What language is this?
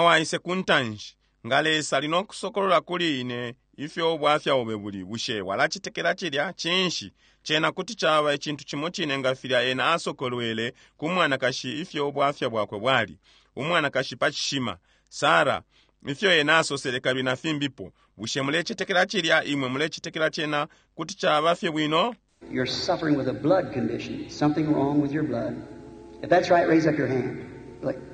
Bemba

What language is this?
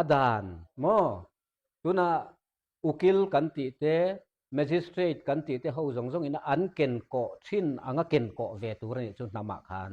Mizo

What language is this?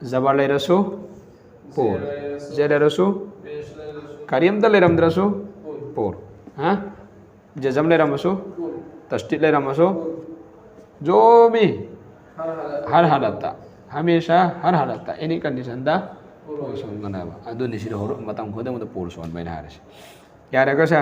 Manipuri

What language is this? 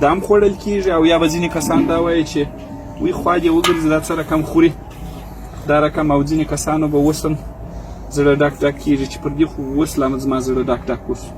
Pashto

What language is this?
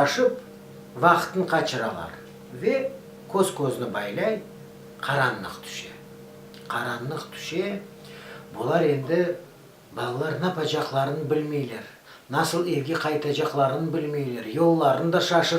Crimean Tatar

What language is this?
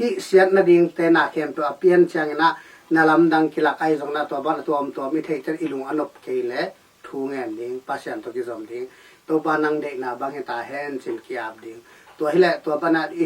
Tedim Chin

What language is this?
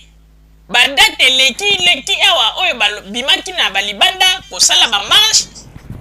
Lingala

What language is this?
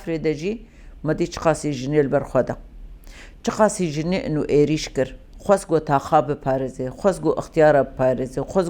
Kurdish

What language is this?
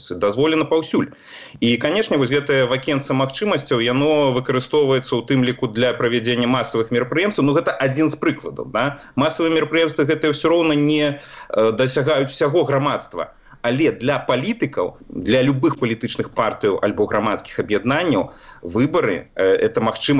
Belarusian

